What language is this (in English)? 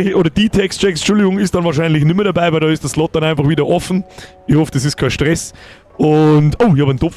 Bavarian